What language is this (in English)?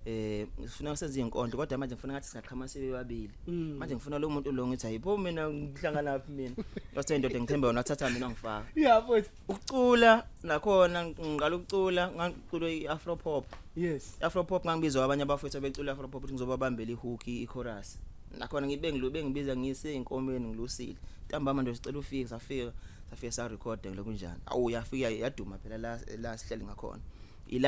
Zulu